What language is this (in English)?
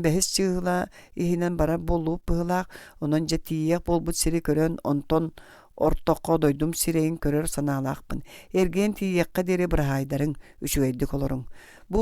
Yakut